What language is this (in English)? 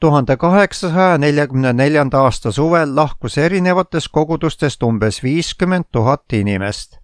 Estonian